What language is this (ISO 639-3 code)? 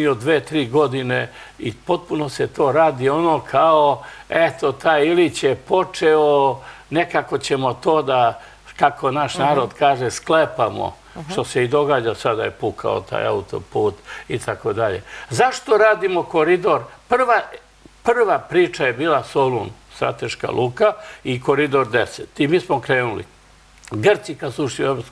srp